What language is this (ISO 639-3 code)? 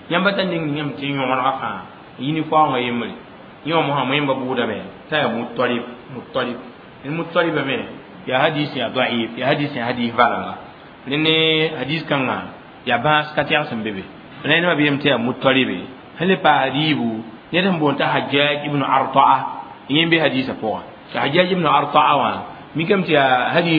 mos